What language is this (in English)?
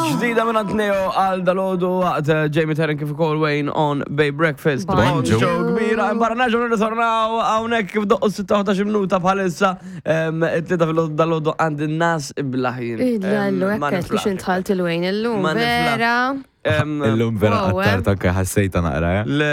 Maltese